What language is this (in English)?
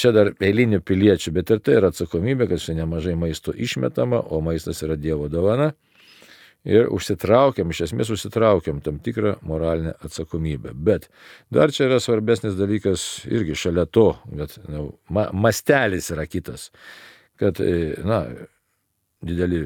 Lithuanian